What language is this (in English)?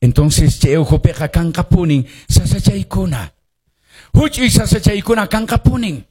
Quechua